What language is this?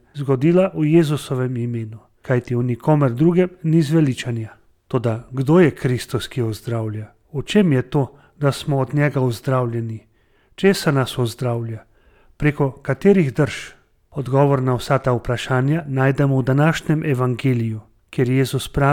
Slovenian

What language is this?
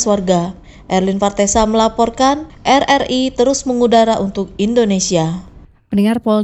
Indonesian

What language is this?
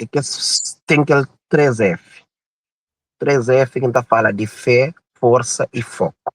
Kabuverdianu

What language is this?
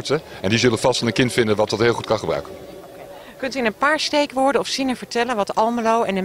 Dutch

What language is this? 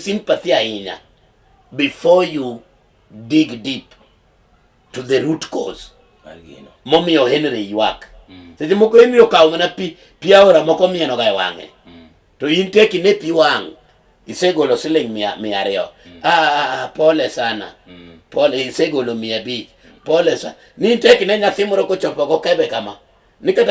Luo (Kenya and Tanzania)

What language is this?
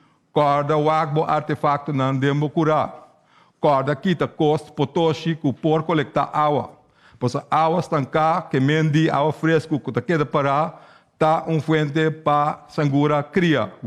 Papiamento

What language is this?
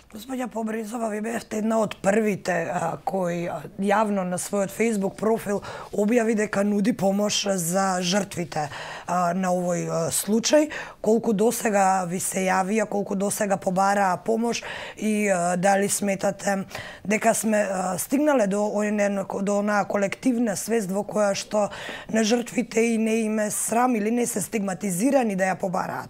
Macedonian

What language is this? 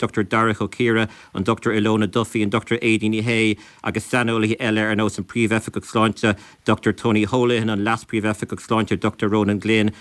Irish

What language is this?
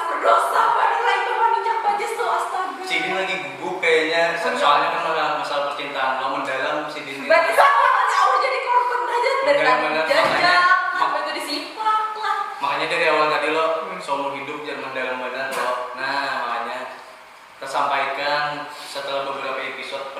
Banjar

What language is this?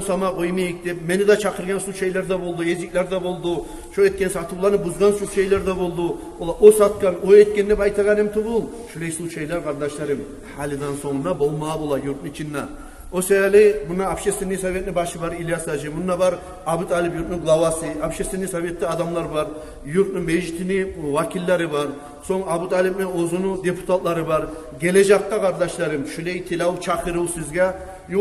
Kumyk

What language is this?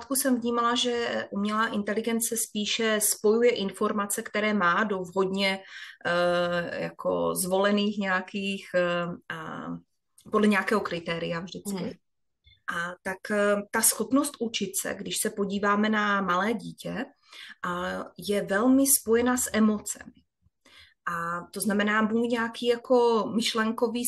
Czech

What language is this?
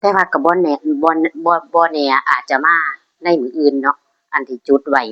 Northeastern Thai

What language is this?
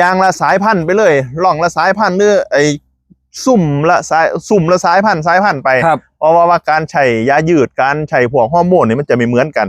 Northeastern Thai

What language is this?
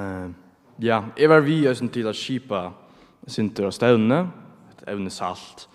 Faroese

